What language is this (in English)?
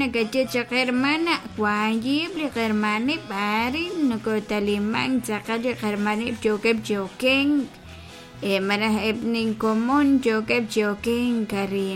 Kekchí